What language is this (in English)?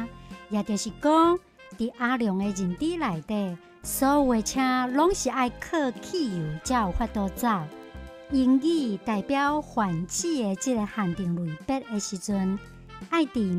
Min Nan Chinese